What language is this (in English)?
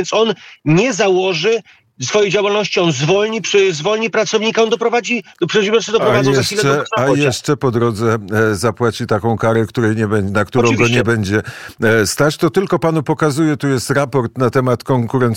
Polish